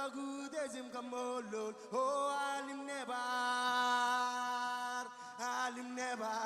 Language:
Marshallese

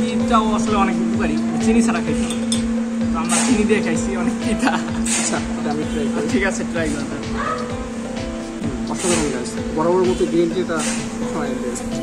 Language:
Bangla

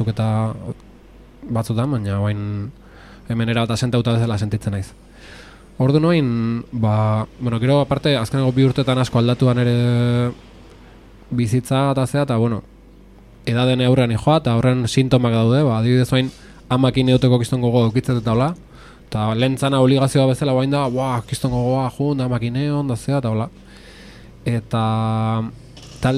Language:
Basque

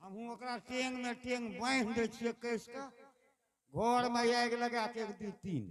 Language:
Angika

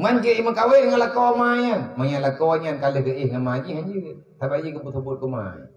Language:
Achinese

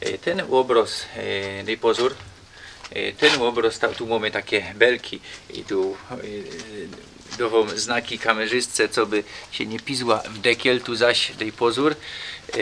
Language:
Silesian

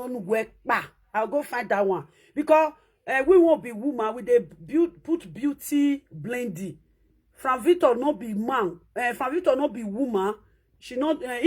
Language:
Nigerian Pidgin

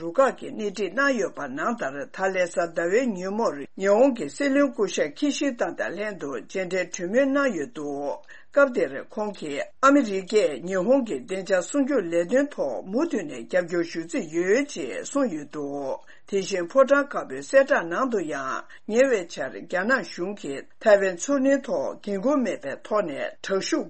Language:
Tibetan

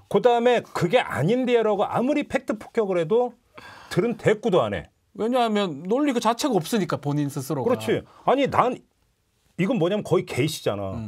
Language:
Korean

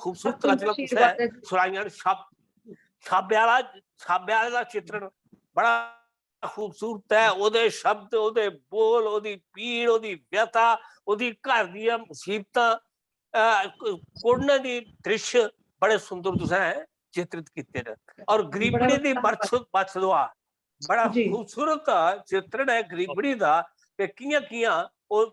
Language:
Dogri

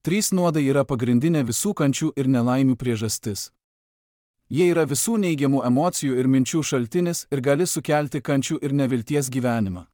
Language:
Lithuanian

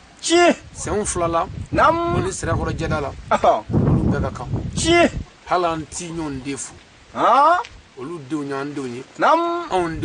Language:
Bambara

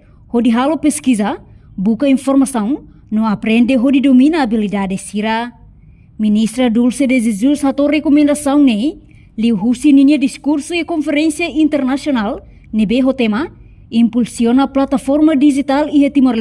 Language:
Tetum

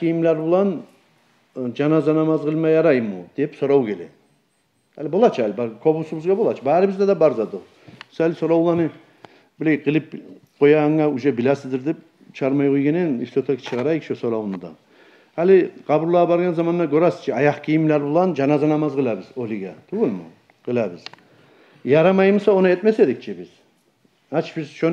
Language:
Kumyk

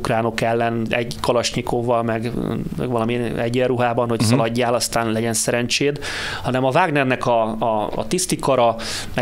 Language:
Hungarian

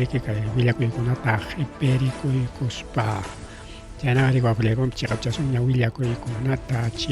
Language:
Ayacucho Quechua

